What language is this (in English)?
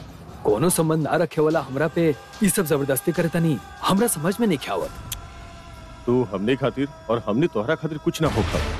Bhojpuri